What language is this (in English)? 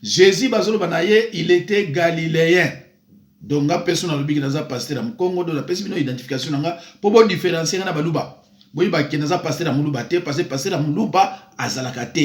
Lingala